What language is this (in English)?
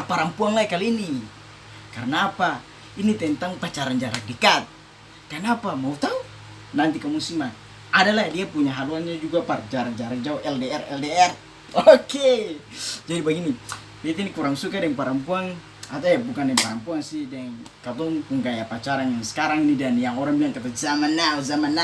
Ambonese Malay